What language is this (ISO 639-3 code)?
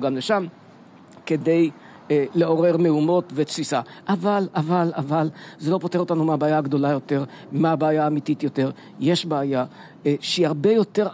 heb